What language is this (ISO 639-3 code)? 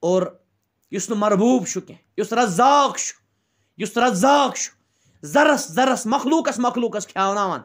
kas